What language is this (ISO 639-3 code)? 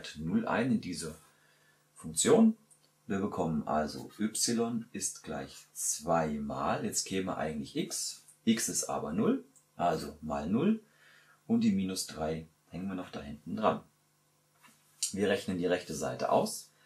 deu